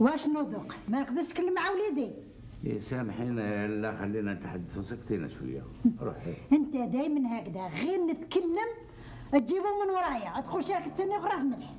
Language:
Algerian Arabic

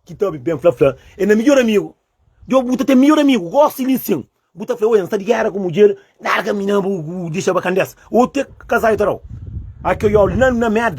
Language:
Kabuverdianu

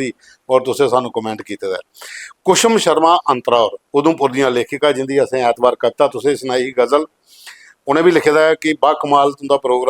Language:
Dogri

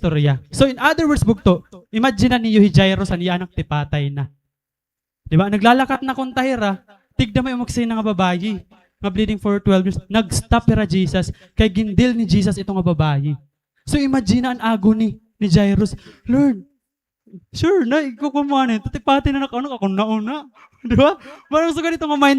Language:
Waray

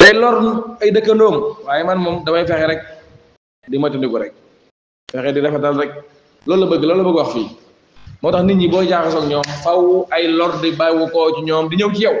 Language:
Wolof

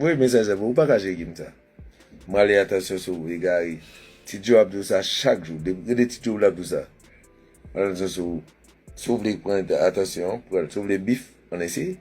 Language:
Haitian Creole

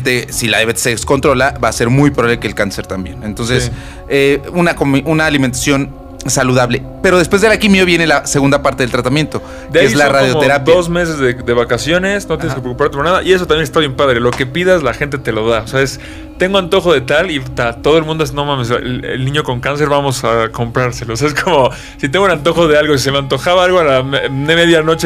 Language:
Spanish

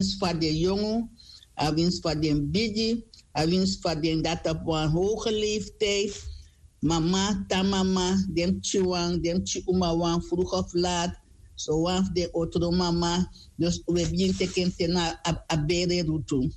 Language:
Sranan Tongo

